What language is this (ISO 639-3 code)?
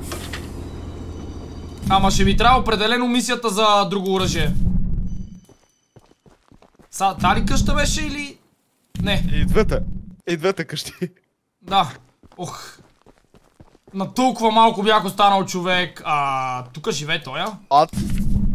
bul